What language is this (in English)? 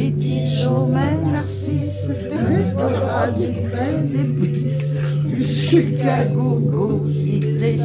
Picard